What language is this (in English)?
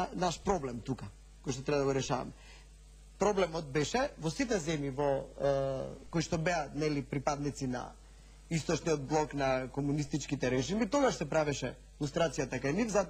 Macedonian